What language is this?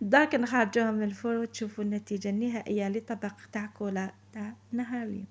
Algerian Arabic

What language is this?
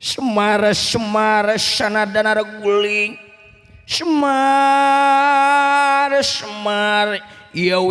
Sundanese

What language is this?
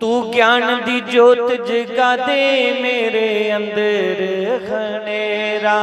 Dogri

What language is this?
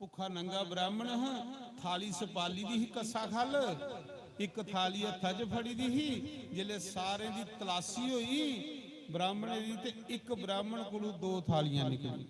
Dogri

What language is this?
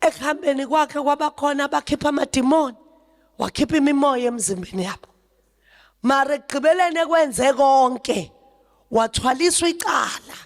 Zulu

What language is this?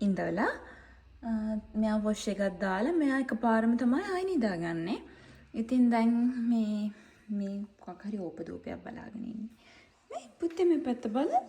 Sinhala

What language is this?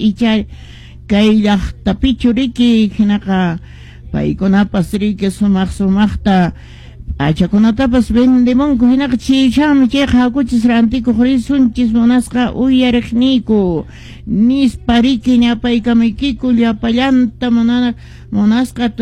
Quechua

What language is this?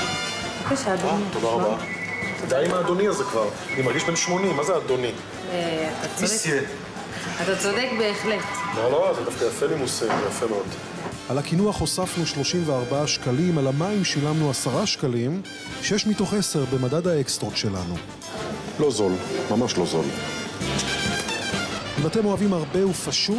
Hebrew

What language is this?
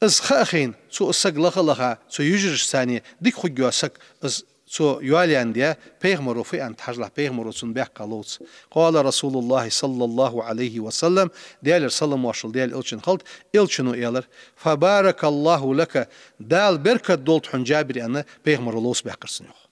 Ingush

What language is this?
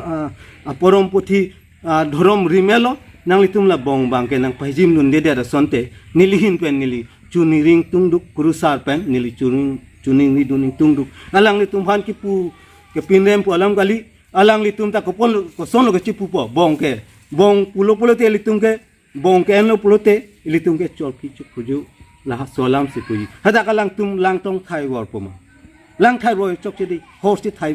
Karbi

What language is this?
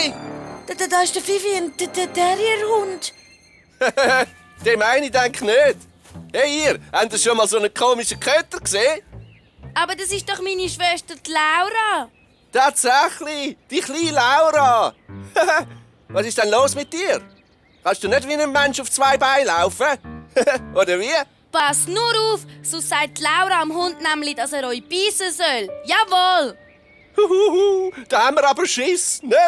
Swiss German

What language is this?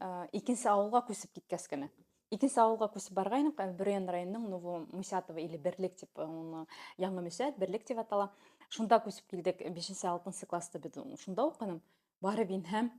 Bashkir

